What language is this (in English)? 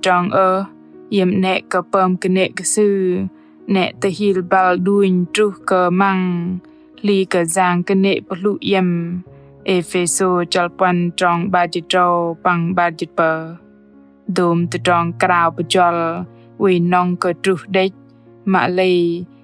Bahnar